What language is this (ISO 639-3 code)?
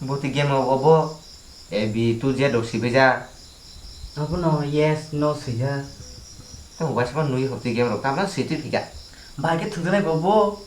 trp